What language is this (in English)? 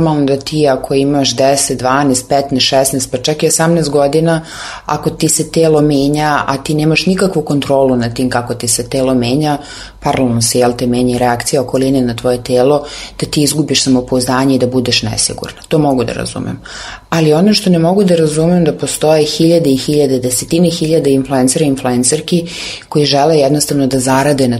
Serbian